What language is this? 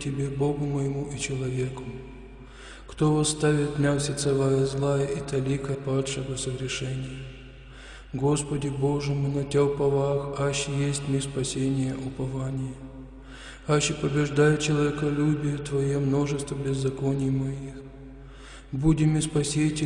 Church Slavic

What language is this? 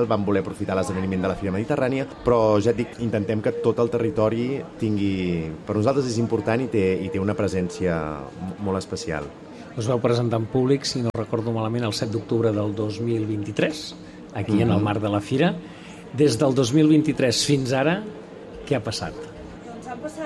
Catalan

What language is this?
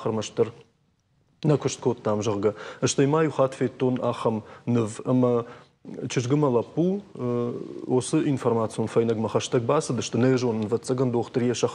Ossetic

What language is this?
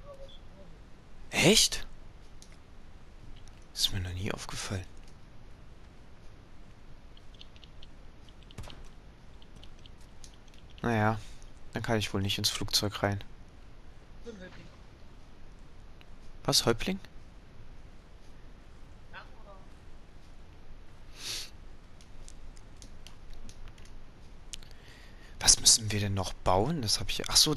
German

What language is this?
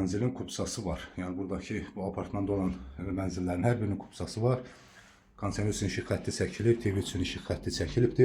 Azerbaijani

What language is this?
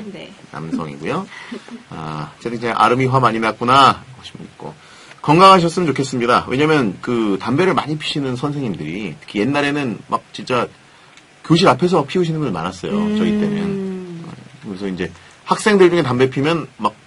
Korean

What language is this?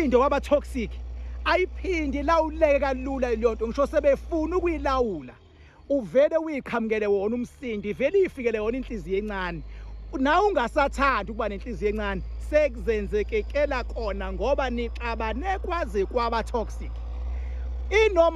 Zulu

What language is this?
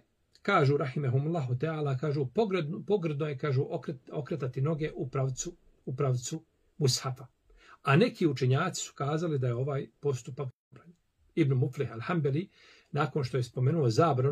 Bosnian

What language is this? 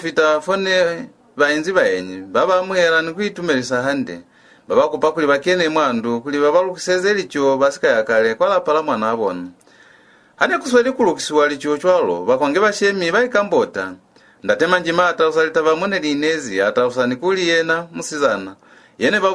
Lozi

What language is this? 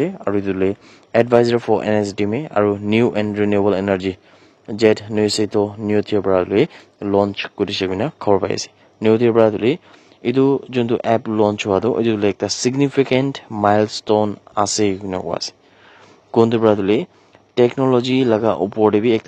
Naga Pidgin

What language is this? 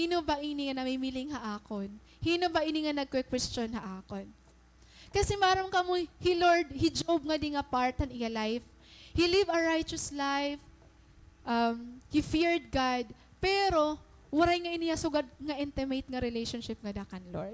Waray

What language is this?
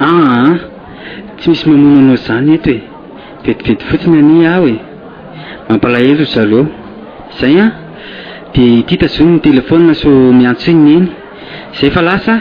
Malagasy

